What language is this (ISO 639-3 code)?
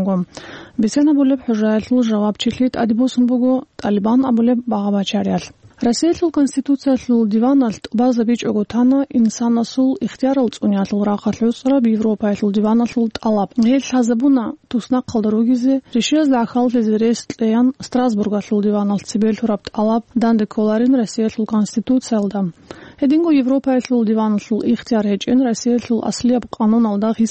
ava